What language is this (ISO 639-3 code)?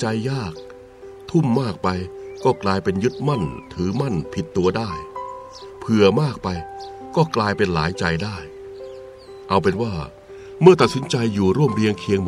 tha